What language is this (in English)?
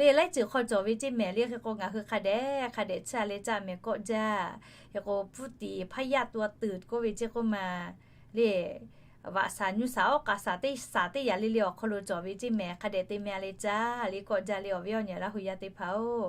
Lahu